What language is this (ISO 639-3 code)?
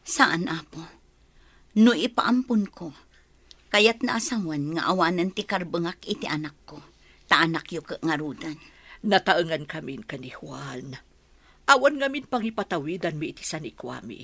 ilo